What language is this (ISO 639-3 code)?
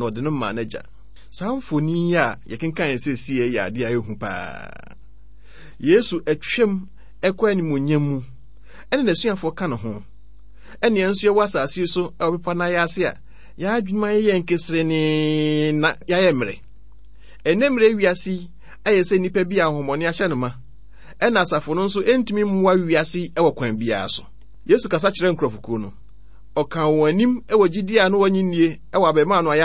aka